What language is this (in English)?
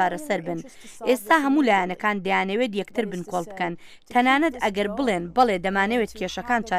Central Kurdish